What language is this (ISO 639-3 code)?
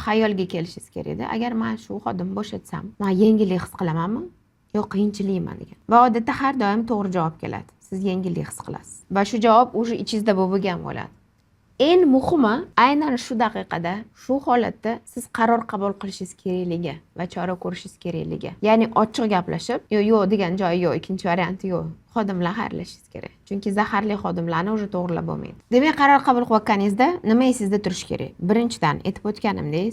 uzb